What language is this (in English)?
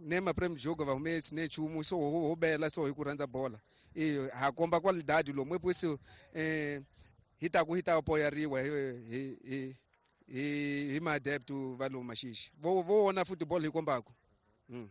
Tsonga